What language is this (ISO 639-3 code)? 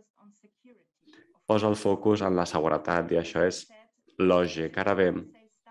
cat